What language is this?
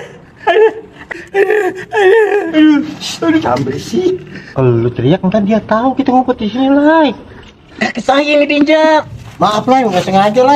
Betawi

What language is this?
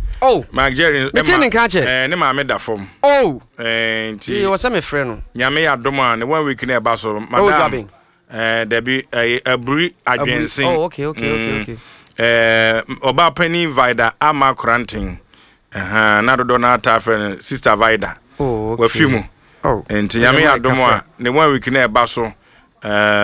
Akan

